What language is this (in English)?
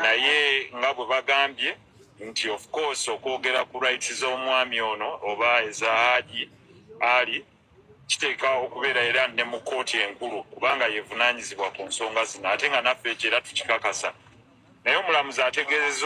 Ganda